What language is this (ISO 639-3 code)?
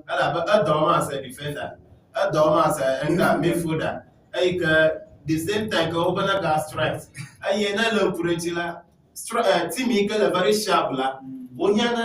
ewe